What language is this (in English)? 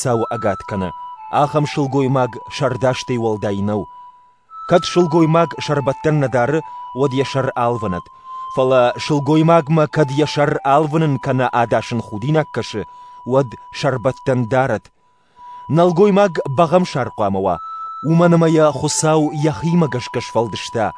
Ossetic